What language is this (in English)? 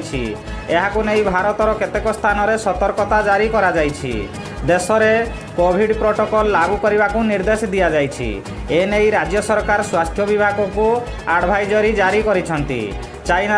Odia